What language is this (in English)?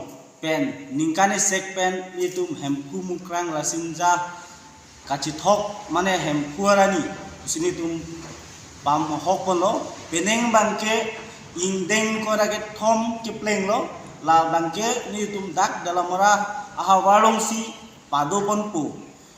Karbi